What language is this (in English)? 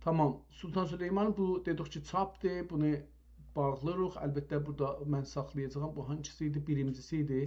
South Azerbaijani